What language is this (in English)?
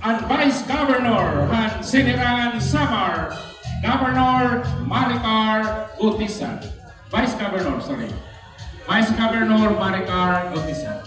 Waray